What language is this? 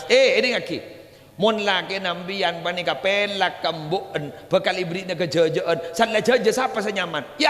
Madurese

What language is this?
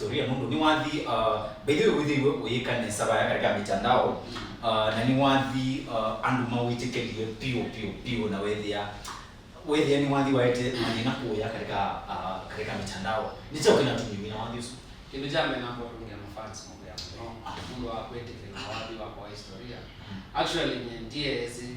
Kamba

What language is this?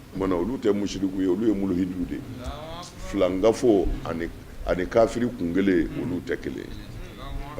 Bambara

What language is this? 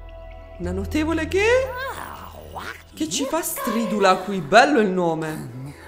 Italian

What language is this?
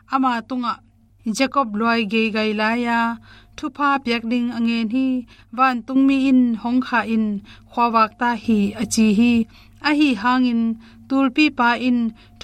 Tedim Chin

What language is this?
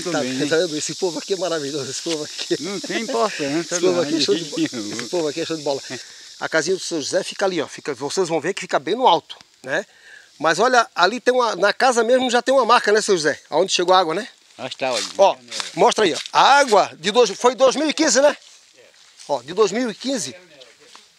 Portuguese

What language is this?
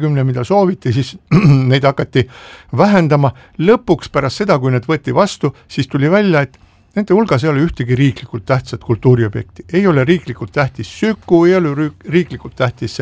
Estonian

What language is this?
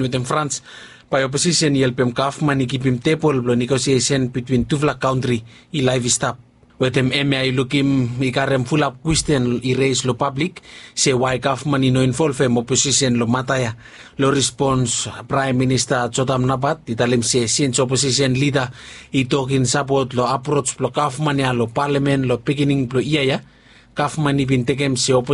Bislama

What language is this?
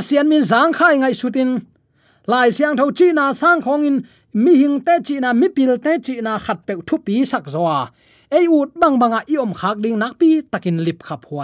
Tedim Chin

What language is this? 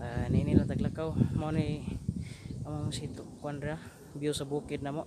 Cebuano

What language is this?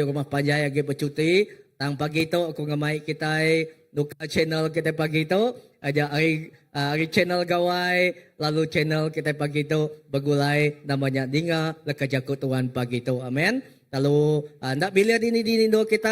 Iban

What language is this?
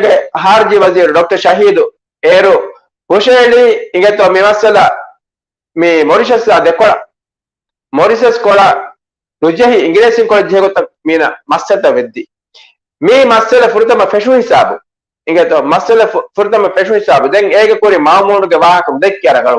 Divehi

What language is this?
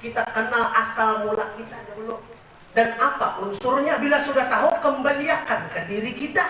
Banjar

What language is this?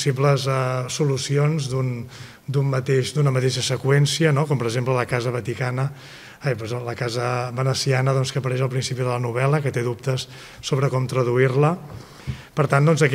Catalan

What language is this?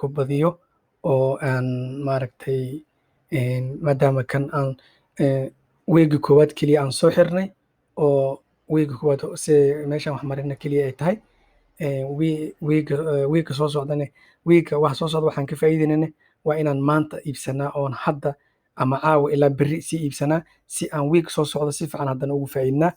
Somali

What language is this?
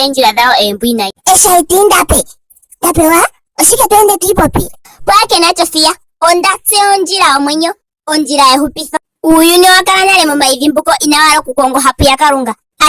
Ndonga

